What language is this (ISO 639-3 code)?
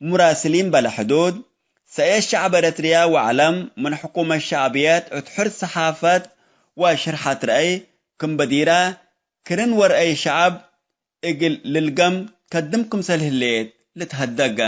tig